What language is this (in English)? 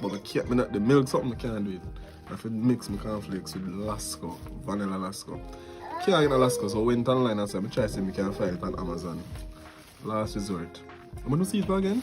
Jamaican Creole English